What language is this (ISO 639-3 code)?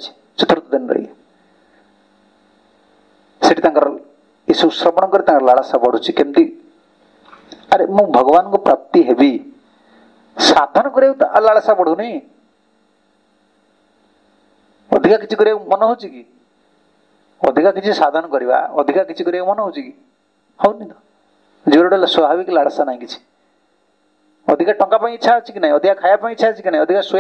ori